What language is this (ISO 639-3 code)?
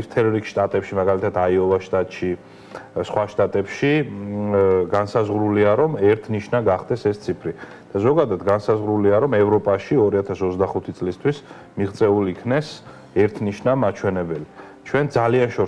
kat